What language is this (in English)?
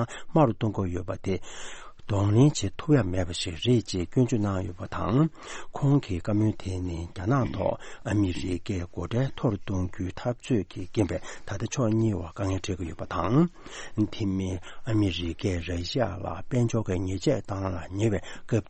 Tibetan